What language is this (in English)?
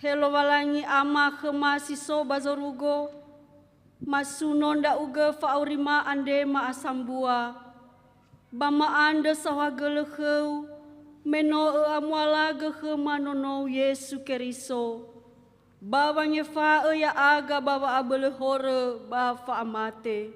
Nias